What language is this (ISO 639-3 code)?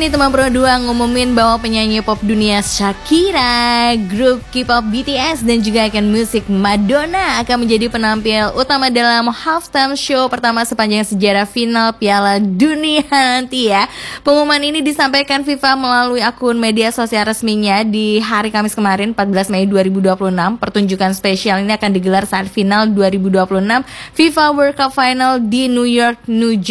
ind